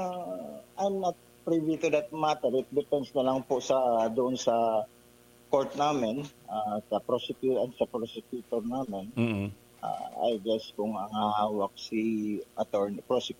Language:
Filipino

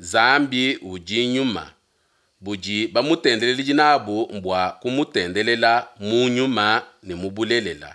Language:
Luba-Lulua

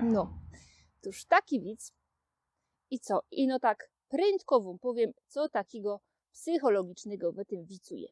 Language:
Silesian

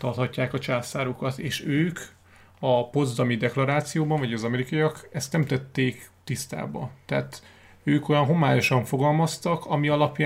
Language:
Hungarian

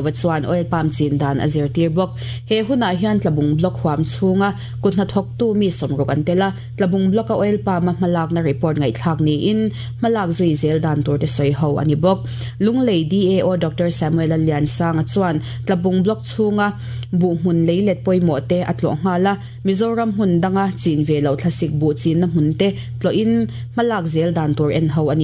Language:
Mizo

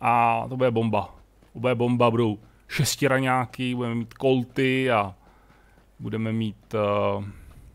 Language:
Czech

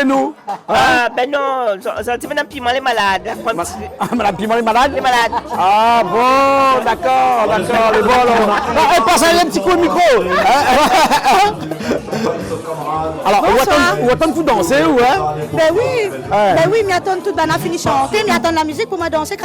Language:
Réunion Creole French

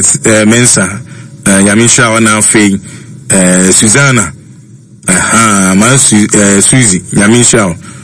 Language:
Akan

